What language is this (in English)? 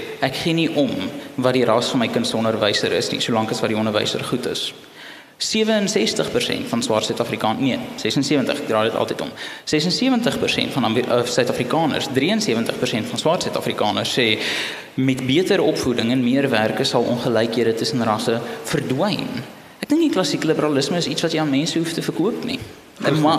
Afrikaans